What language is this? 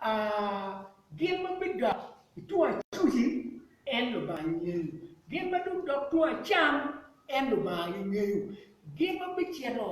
Acoli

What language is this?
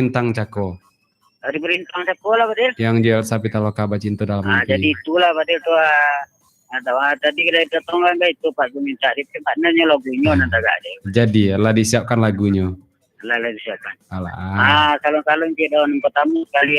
Minangkabau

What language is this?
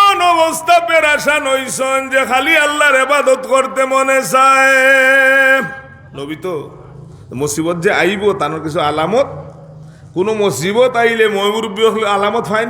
Sylheti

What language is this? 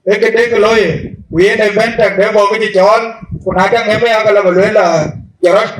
Dinka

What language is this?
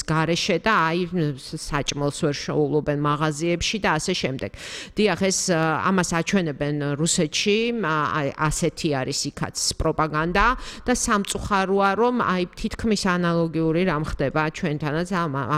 Georgian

